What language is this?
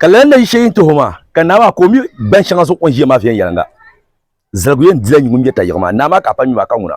Dagbani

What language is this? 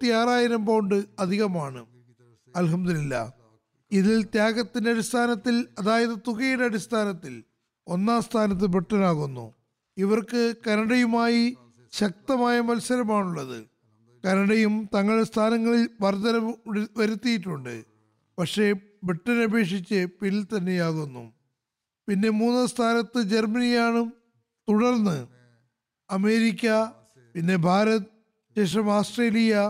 Malayalam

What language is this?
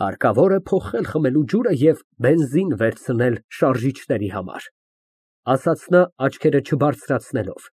Armenian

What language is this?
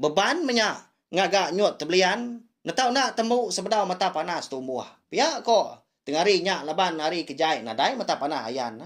Iban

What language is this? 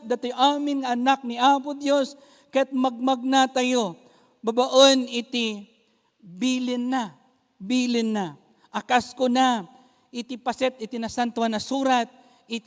Iloko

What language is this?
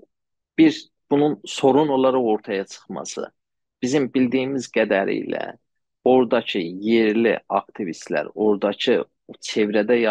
South Azerbaijani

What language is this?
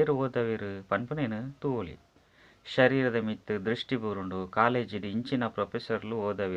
Tulu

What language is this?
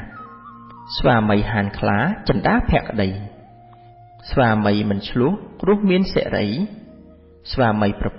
Khmer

